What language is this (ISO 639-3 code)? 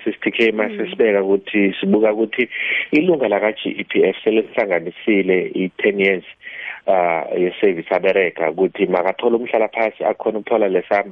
nbl